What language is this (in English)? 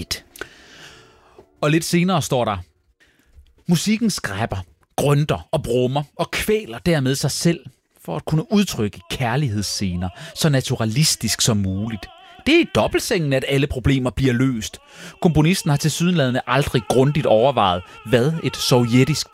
Danish